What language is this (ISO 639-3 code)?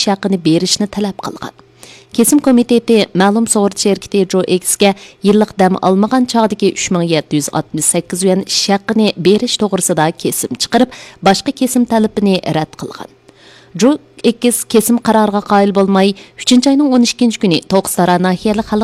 uig